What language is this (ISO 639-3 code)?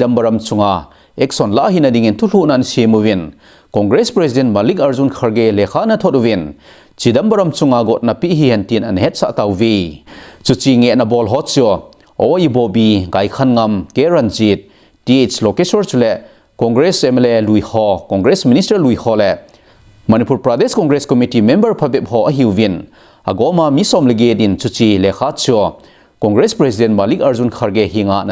tcz